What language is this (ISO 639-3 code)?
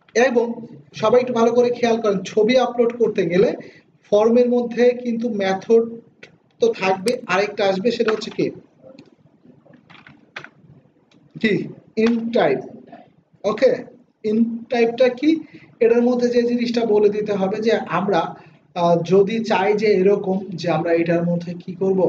ben